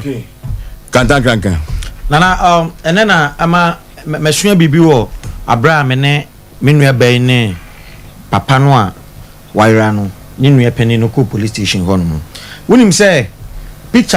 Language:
Akan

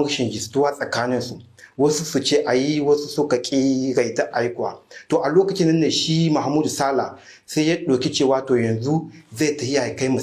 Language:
Hausa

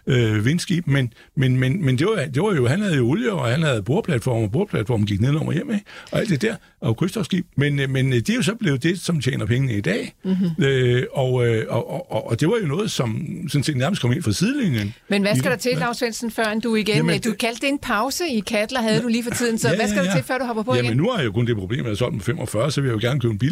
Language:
Danish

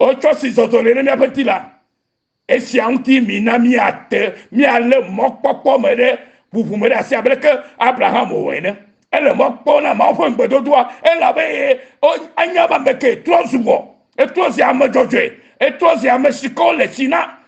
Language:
Ewe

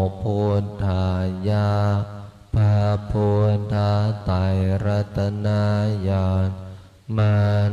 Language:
Pali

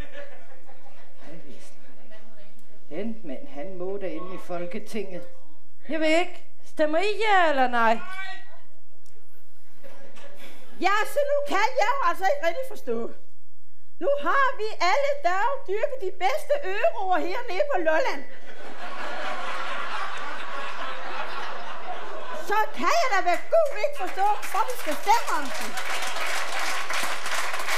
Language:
Danish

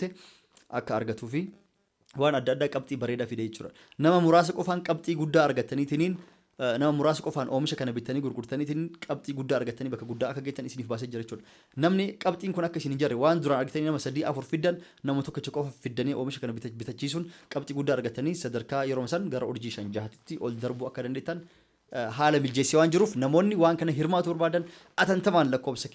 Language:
Oromo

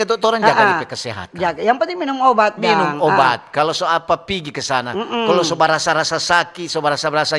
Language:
Manado Malay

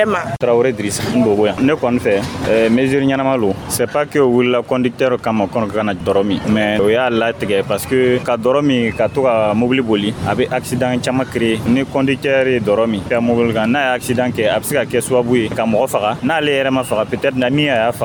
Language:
Dyula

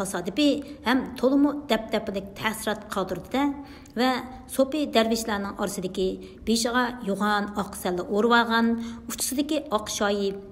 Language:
Uyghur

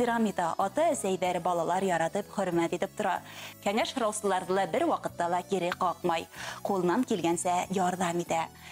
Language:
Bashkir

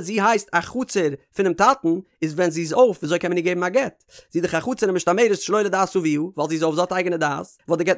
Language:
Yiddish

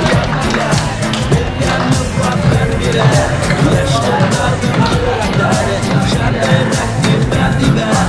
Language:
Bashkir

